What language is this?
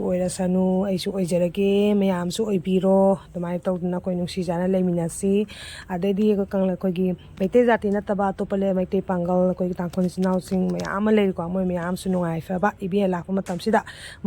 Manipuri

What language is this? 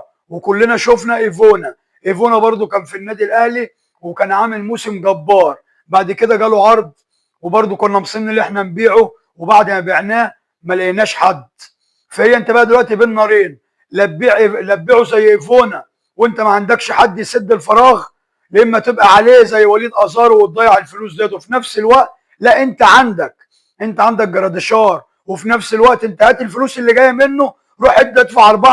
Egyptian Arabic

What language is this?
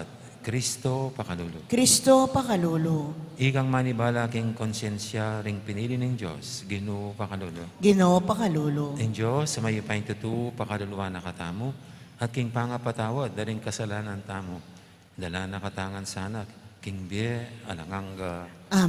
Pampanga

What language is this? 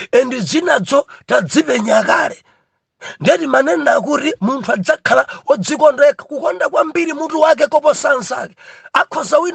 Nyanja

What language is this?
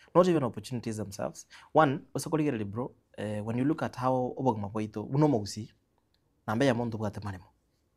Gusii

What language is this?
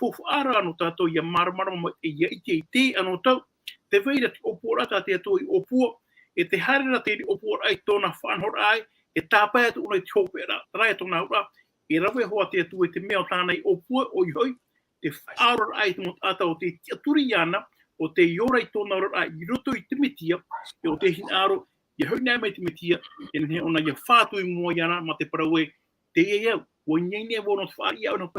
Tahitian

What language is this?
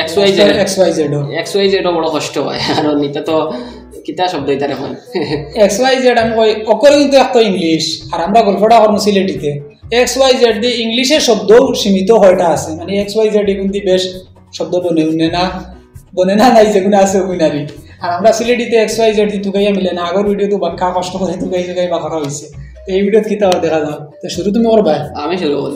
Sylheti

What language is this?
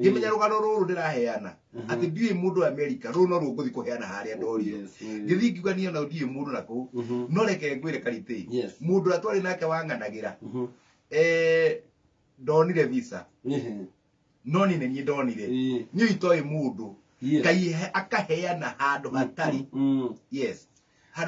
Kikuyu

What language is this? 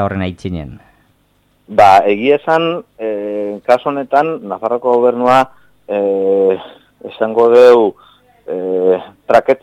Basque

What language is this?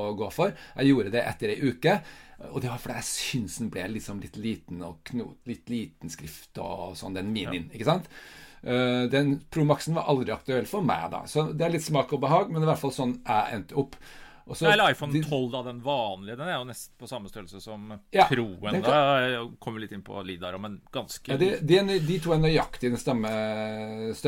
Norwegian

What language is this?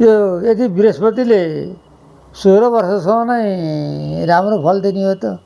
Nepali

